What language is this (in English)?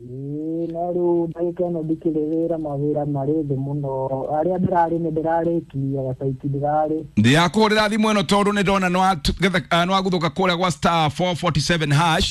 Kikuyu